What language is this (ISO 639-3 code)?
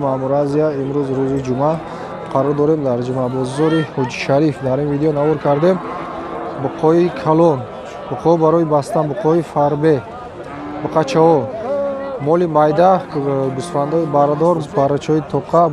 tgk